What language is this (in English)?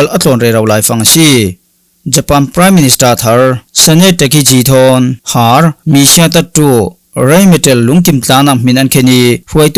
Falam Chin